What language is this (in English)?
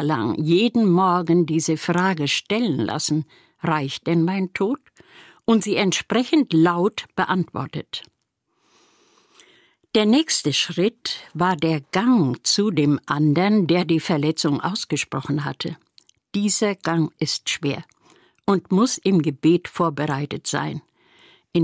German